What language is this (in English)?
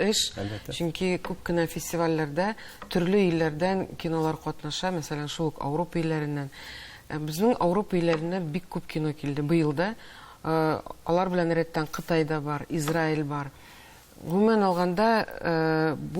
Tatar